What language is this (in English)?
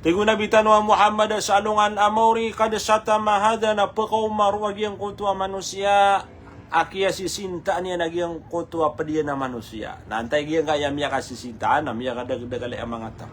Maranao